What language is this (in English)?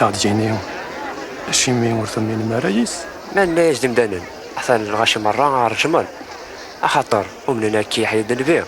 Kabyle